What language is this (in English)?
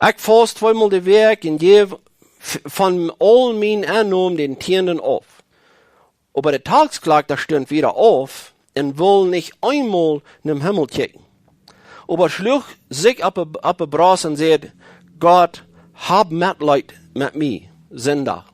Plautdietsch